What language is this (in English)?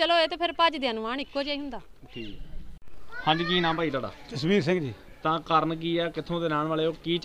Punjabi